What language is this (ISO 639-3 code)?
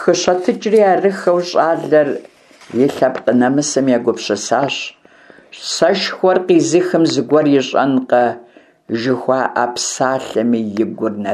kbd